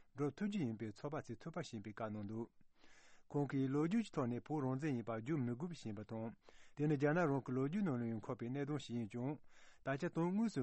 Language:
Tibetan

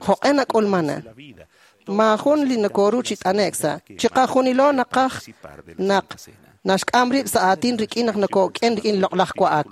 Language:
Kekchí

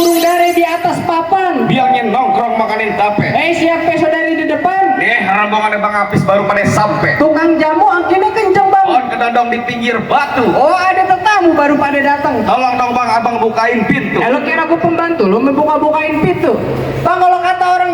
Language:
Betawi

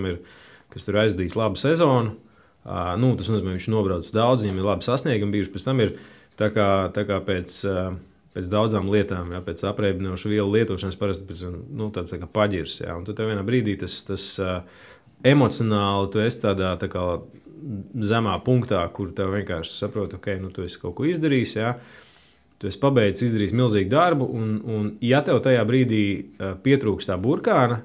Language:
Latvian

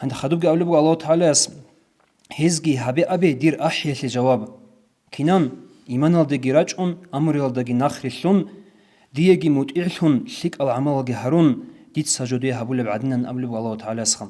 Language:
Avaric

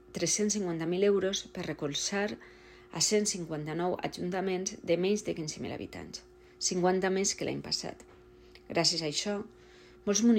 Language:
Catalan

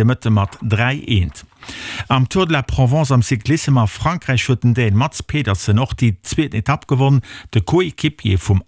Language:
Luxembourgish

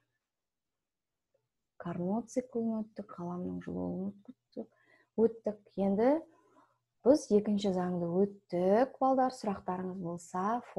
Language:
Kazakh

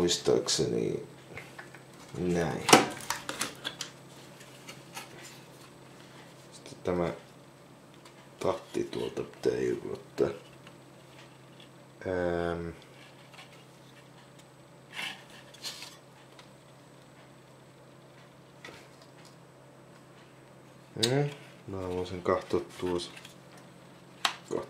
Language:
Finnish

